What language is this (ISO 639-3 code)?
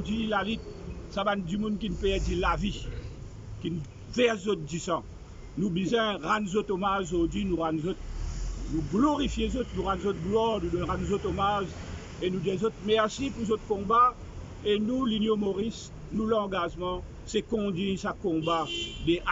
mfe